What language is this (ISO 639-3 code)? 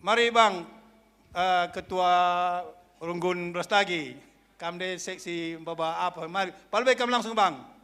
btx